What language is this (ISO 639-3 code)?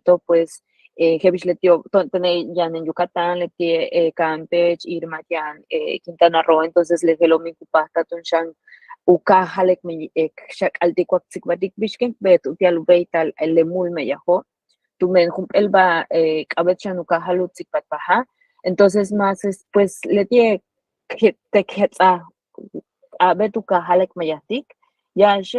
yua